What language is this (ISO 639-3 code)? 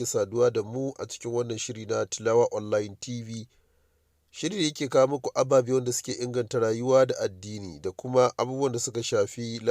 hau